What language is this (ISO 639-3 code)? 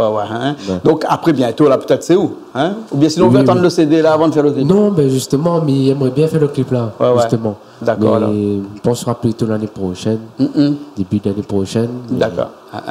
rcf